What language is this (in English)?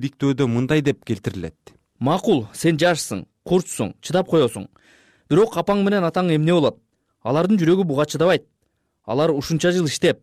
Kyrgyz